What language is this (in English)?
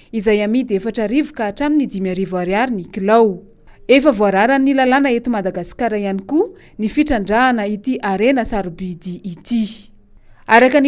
Malagasy